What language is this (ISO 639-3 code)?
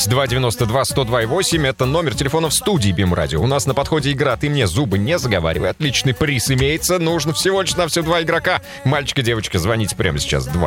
rus